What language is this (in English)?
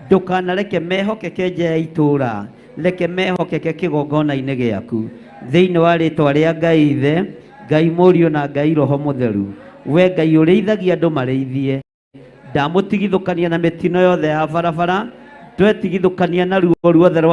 Kikuyu